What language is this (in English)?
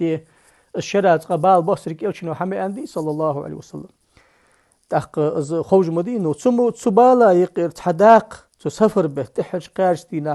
Ingush